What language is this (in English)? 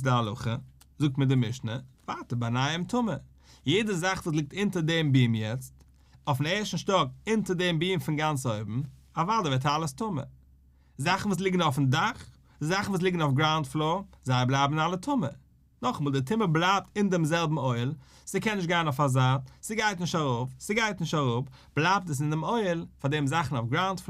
Yiddish